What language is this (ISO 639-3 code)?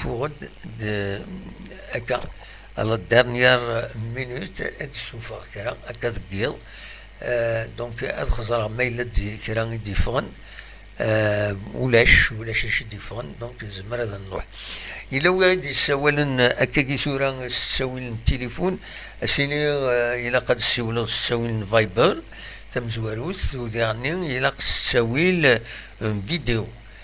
kab